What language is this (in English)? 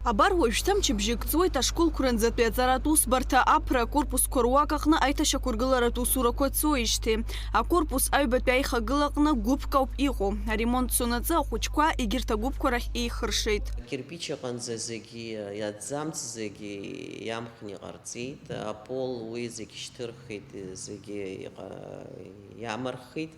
Abkhazian